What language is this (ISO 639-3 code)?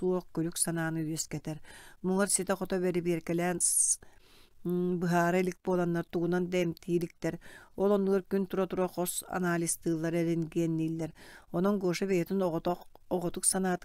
sah